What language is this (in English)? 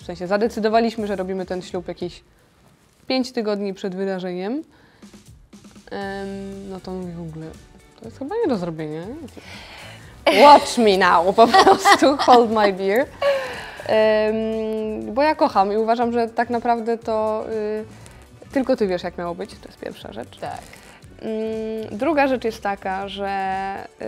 Polish